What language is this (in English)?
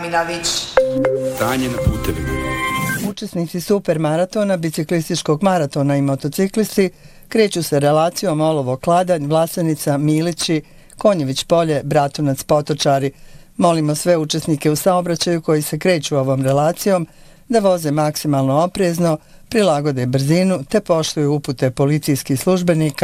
Bosnian